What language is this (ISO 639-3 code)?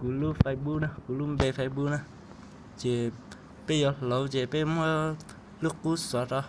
hmn